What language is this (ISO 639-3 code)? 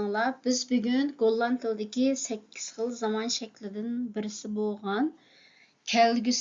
uig